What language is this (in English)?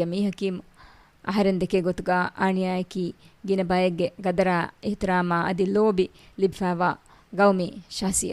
Divehi